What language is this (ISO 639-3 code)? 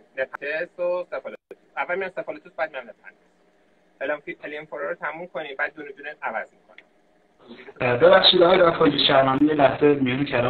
fas